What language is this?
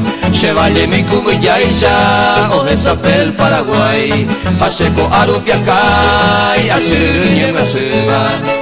Guarani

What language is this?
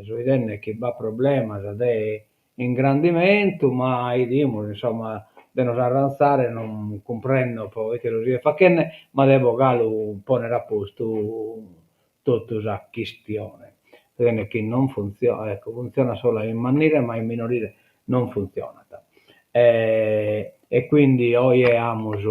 Sardinian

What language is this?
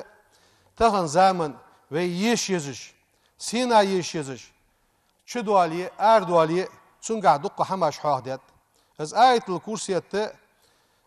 Ingush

